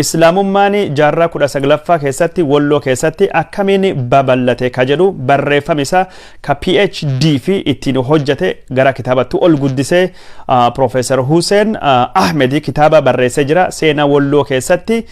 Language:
Oromo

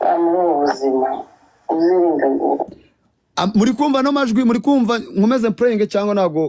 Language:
Kinyarwanda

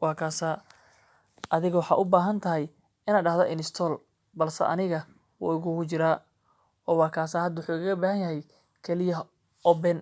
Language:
Somali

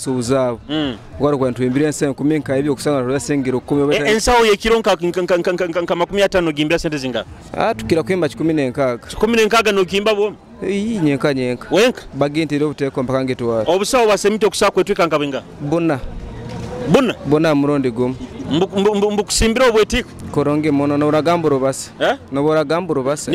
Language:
Nyoro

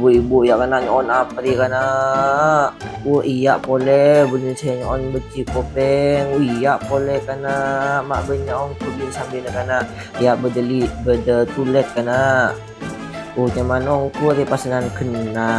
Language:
Madurese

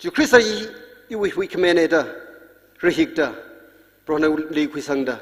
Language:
Tangkhul Naga (India)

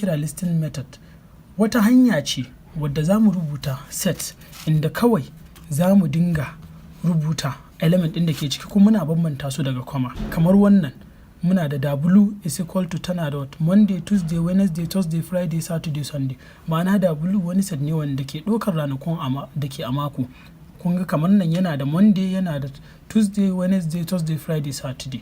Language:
Hausa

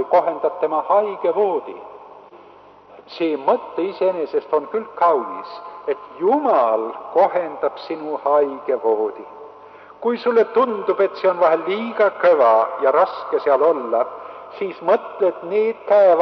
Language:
Estonian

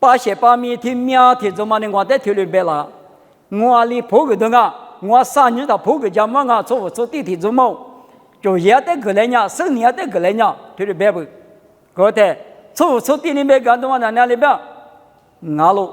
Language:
Lisu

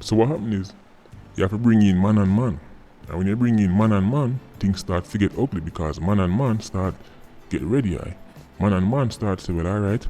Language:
Jamaican Creole English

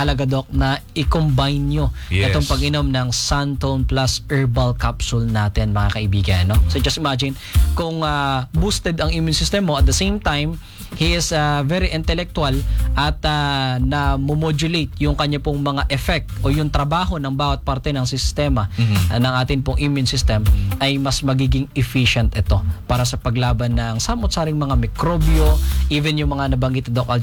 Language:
Filipino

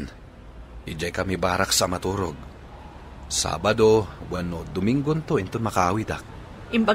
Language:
Iloko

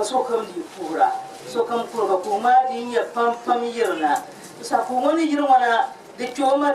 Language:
Dagbani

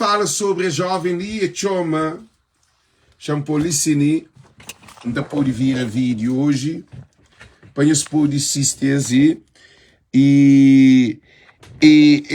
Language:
Kabuverdianu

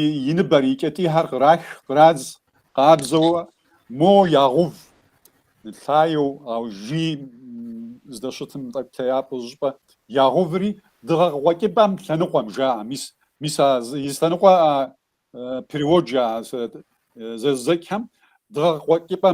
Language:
Kabardian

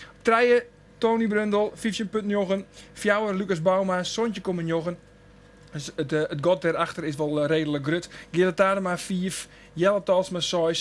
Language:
Western Frisian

